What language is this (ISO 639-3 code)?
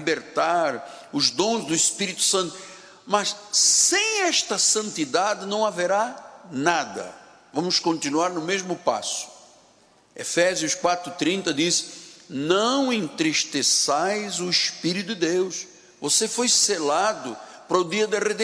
por